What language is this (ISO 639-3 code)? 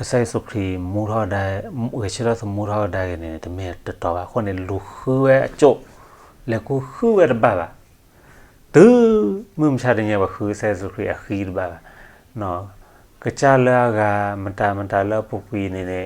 ksw